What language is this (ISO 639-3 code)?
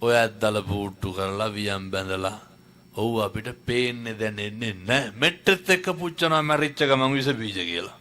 sin